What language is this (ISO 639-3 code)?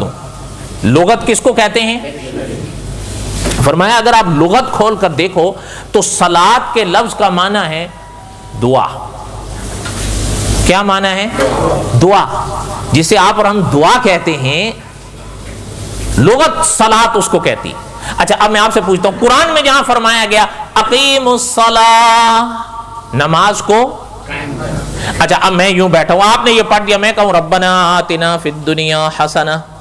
urd